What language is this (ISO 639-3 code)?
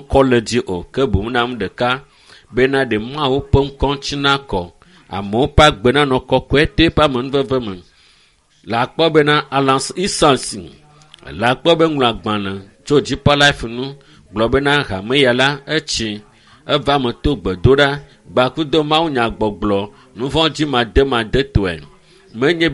ewe